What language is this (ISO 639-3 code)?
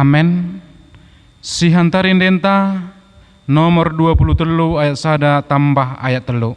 btd